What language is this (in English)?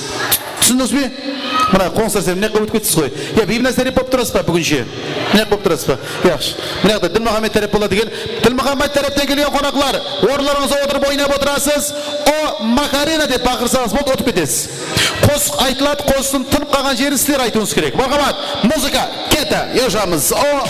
Kara-Kalpak